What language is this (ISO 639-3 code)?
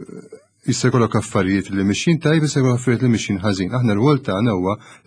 mlt